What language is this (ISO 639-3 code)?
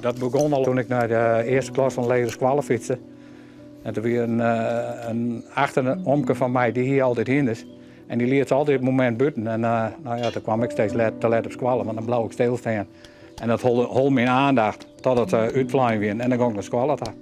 fry